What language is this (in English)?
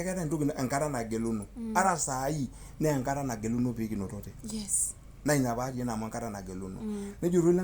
Masai